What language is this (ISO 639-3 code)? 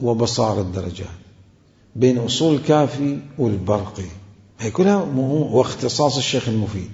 acm